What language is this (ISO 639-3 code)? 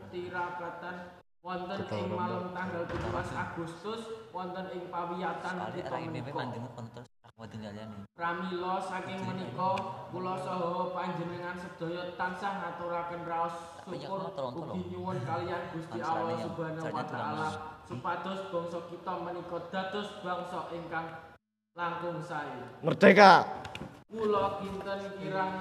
jav